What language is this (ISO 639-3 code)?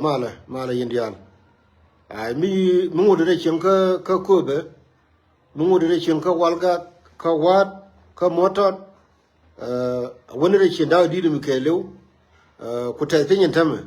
nus